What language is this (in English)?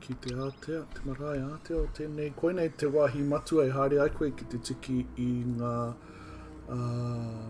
Māori